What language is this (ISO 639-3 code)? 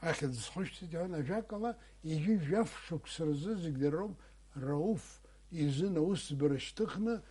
abk